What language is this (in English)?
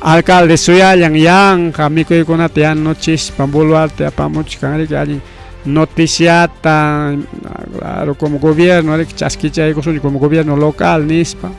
Ayacucho Quechua